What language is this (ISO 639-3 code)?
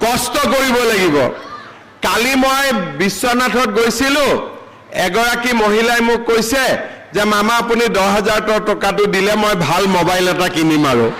asm